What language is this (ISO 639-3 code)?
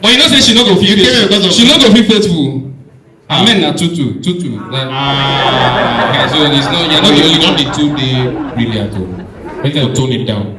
pcm